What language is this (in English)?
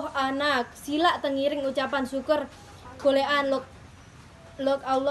Sasak